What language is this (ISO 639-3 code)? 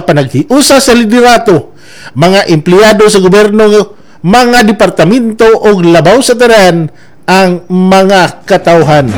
ceb